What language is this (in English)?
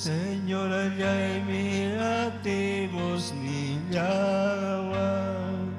Ayacucho Quechua